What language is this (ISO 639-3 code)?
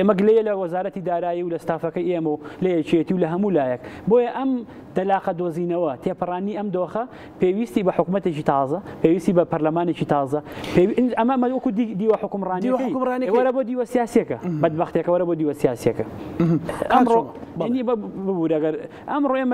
ckb